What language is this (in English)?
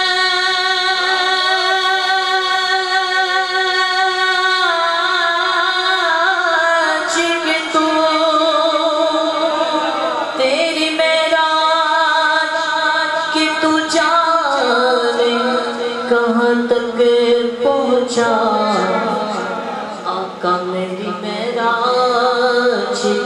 Urdu